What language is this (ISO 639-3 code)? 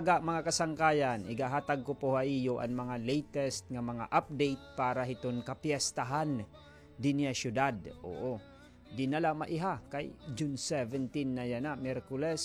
war